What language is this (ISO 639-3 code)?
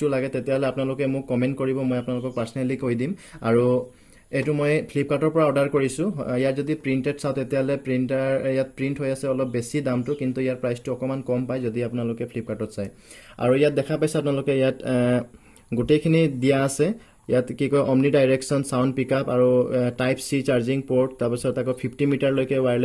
asm